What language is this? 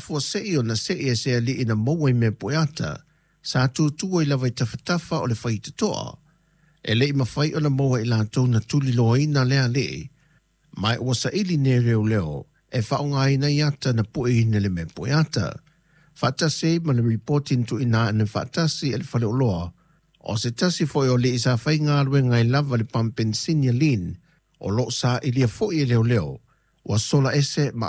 Samoan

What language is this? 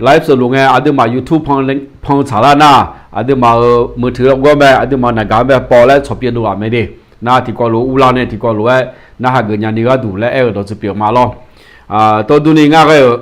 Akha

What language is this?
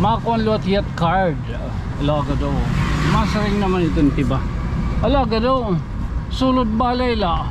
Waray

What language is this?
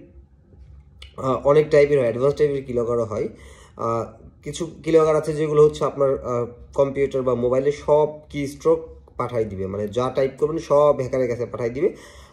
Bangla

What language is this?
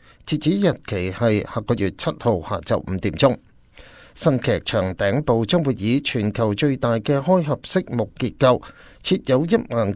Cantonese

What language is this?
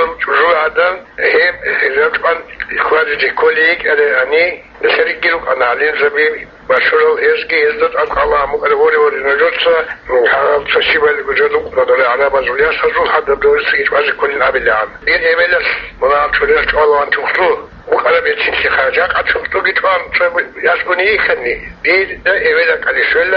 Avaric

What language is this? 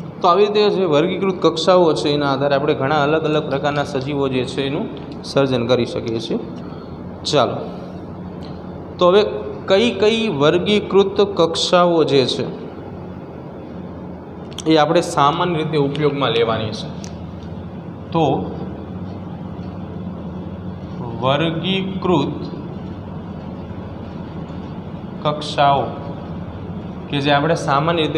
Gujarati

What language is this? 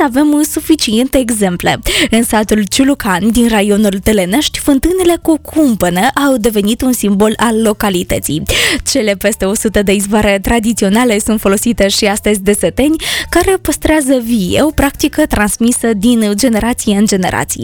Romanian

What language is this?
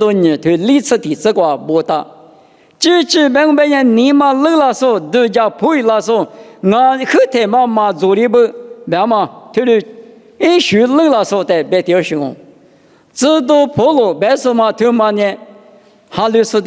Lisu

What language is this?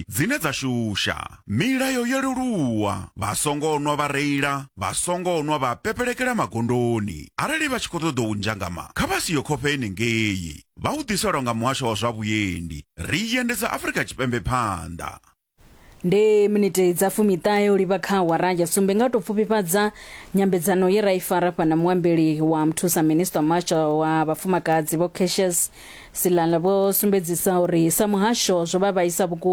Venda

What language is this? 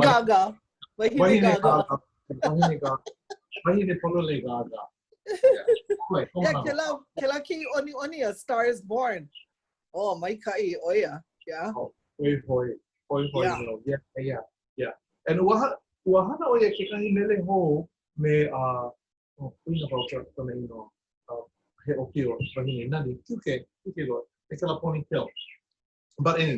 Hawaiian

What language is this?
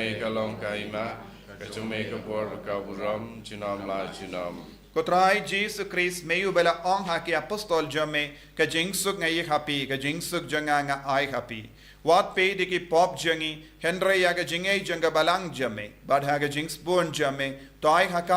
Khasi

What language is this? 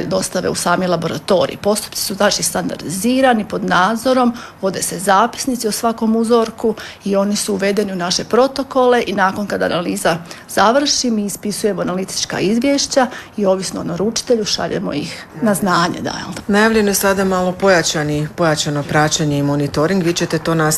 Croatian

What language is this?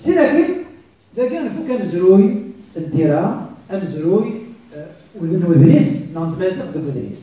Kabyle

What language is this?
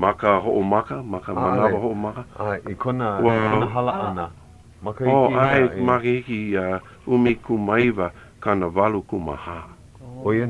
Hawaiian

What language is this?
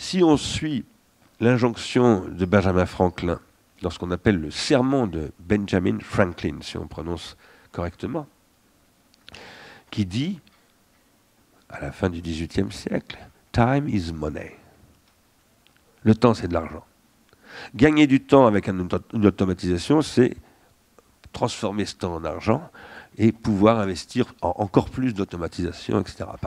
French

